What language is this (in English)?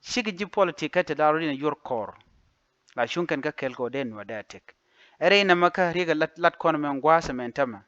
Nuer